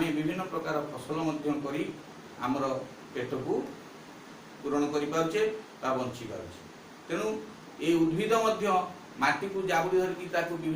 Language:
Odia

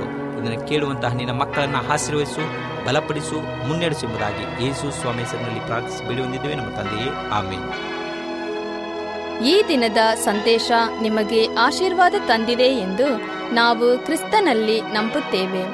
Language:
Kannada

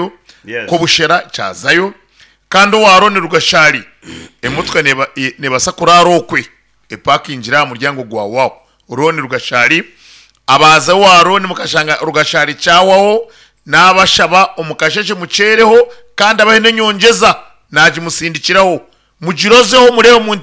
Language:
Nyankole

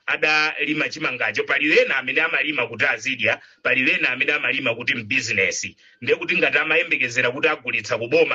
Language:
Nyanja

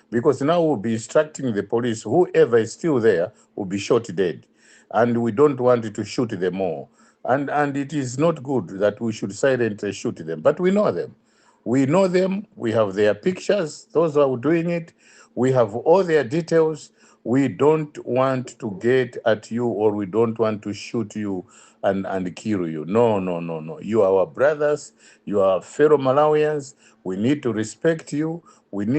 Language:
English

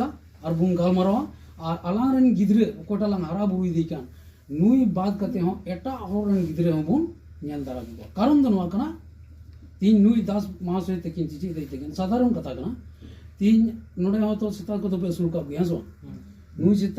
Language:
Santali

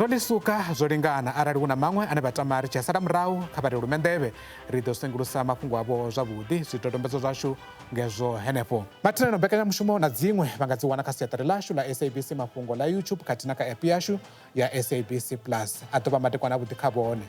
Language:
Venda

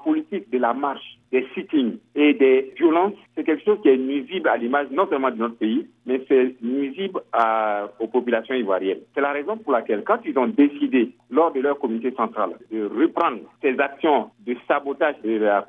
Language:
French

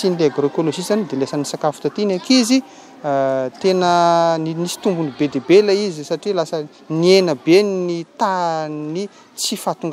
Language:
Malagasy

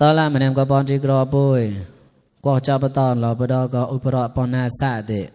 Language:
Mon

